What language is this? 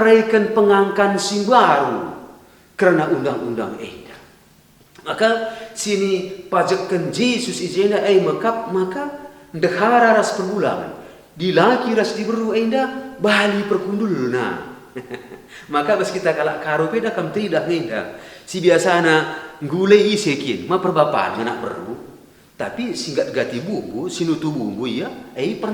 Batak Karo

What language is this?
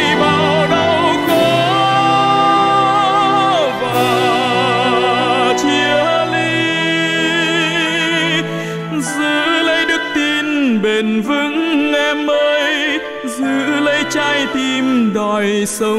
Vietnamese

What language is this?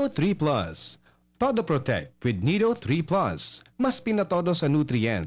Bikol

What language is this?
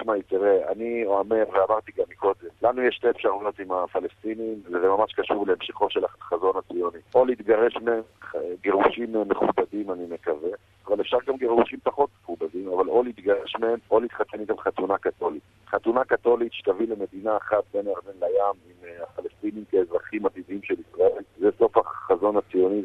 Hebrew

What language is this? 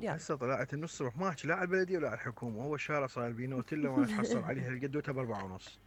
Mesopotamian Arabic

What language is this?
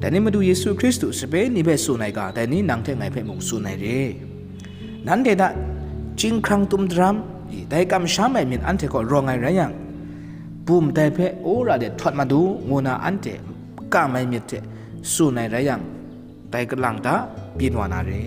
Kachin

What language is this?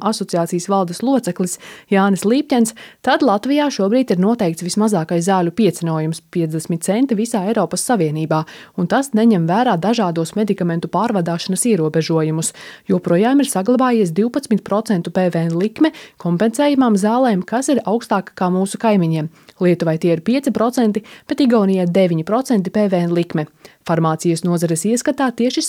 Latvian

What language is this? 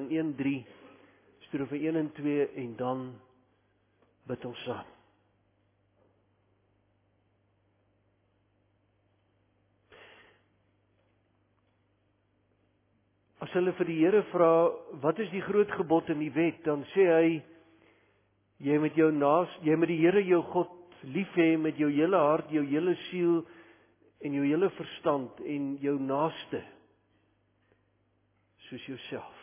Afrikaans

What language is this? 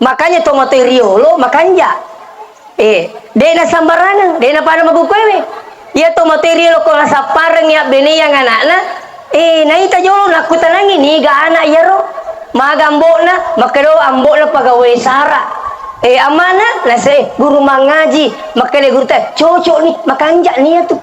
Buginese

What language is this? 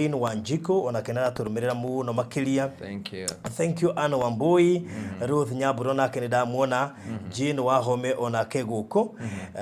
Kikuyu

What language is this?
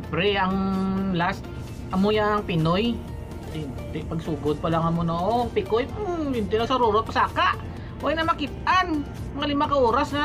Hiligaynon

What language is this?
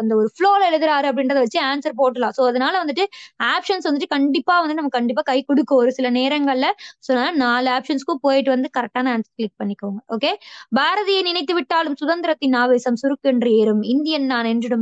Tamil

